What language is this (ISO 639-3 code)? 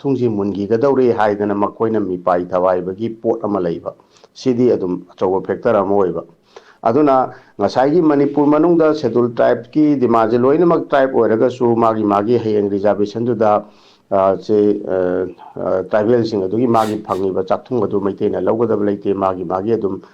mni